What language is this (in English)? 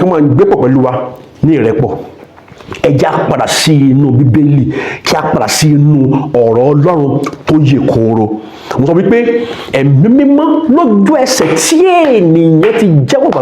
Yoruba